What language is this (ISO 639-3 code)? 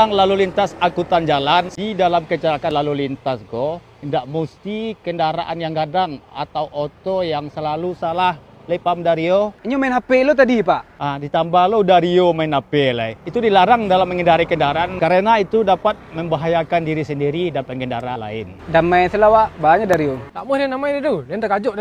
min